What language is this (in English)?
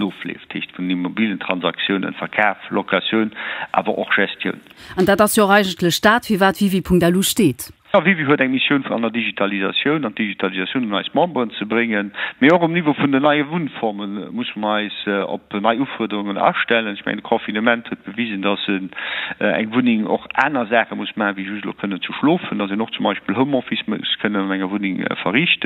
Luxembourgish